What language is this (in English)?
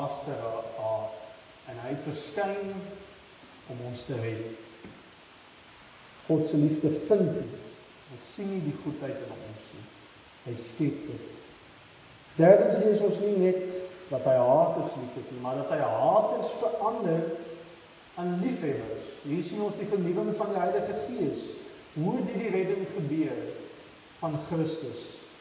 Afrikaans